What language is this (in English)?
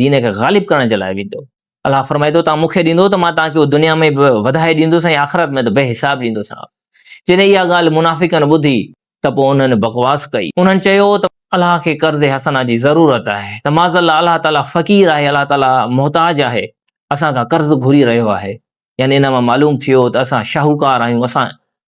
Sindhi